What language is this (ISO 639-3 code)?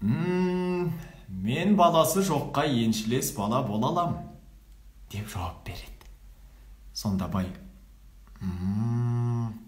kaz